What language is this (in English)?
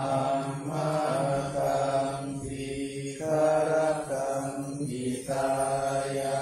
Pali